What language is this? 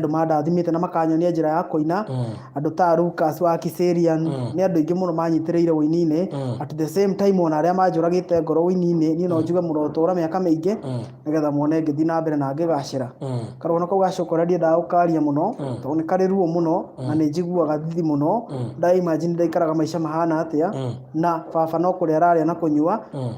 Kikuyu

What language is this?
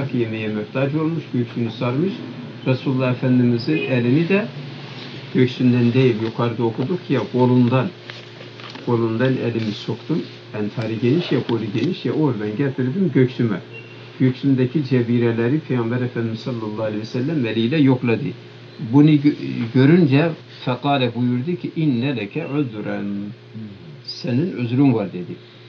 Turkish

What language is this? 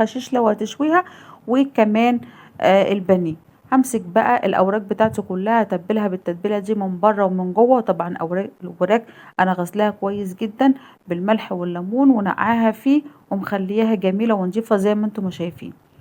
Egyptian Arabic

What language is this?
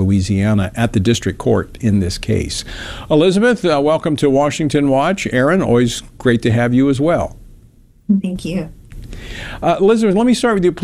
English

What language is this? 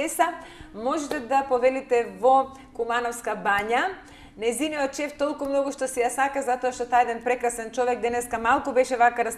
Macedonian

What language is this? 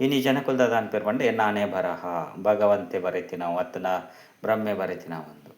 Tulu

